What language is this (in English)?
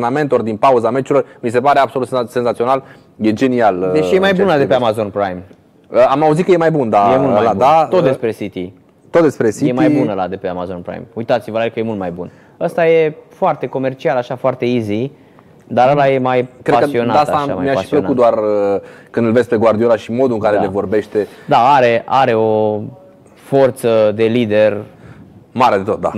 Romanian